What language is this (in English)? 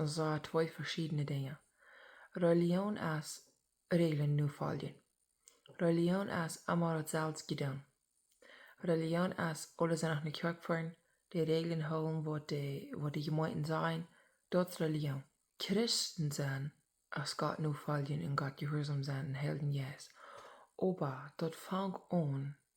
Plautdietsch